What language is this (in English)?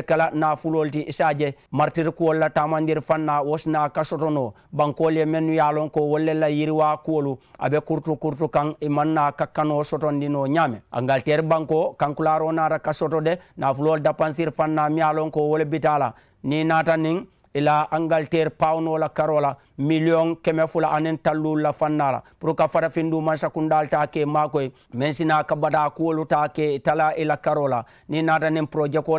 Mandingo